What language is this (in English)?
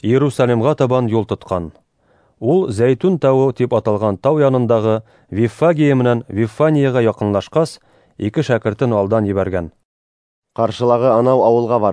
Bashkir